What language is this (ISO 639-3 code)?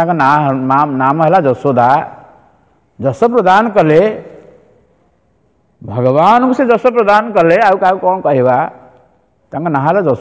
ori